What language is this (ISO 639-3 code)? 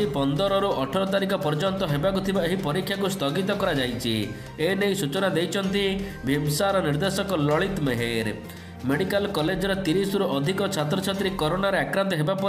ori